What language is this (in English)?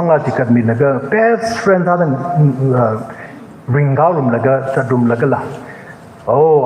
Tangkhul Naga (India)